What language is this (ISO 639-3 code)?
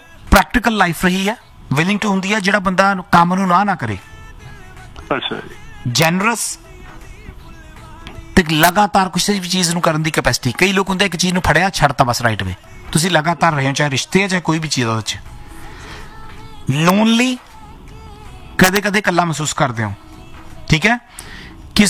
pan